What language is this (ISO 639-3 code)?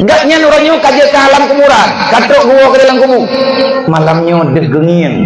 ace